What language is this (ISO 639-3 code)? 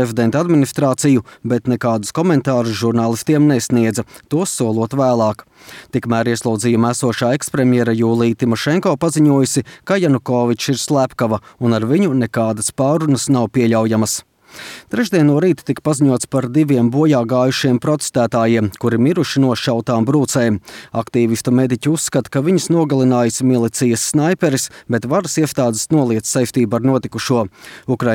lav